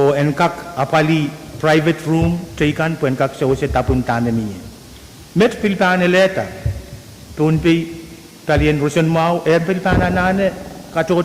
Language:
Pohnpeian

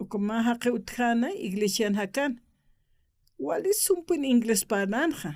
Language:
Aymara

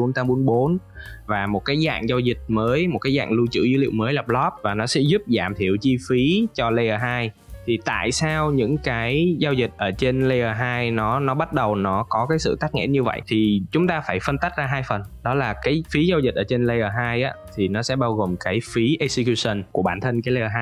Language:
Vietnamese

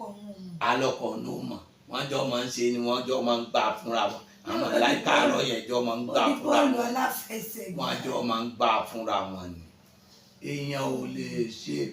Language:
Yoruba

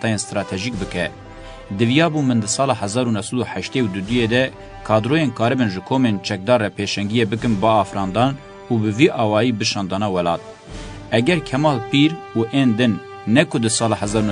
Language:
Kurdish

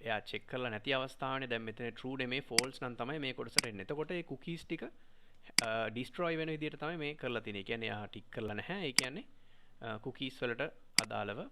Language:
Sinhala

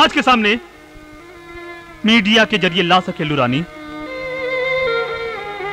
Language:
Bhojpuri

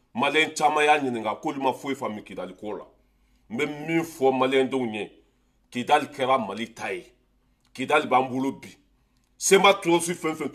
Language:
Bambara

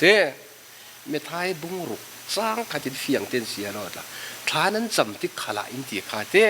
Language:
Falam Chin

